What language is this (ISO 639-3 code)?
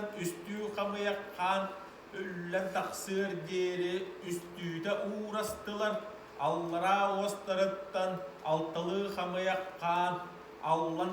sah